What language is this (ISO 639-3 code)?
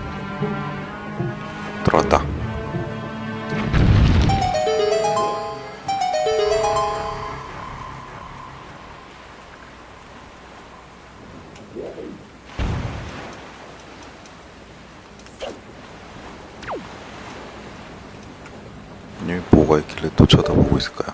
kor